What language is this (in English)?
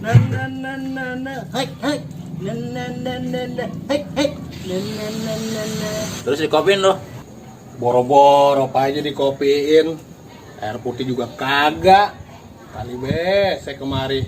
Betawi